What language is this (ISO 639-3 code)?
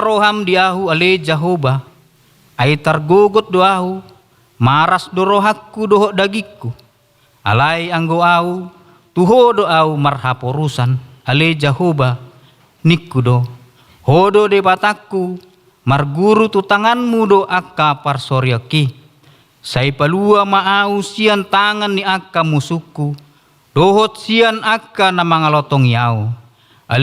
bbc